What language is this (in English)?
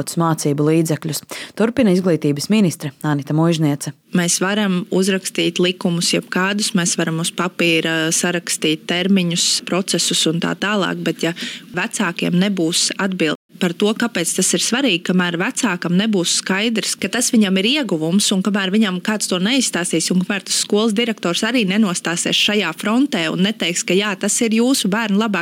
Latvian